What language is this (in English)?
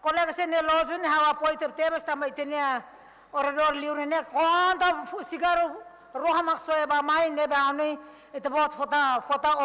Tetum